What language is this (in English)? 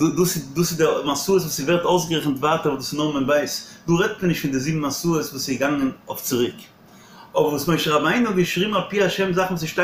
Yiddish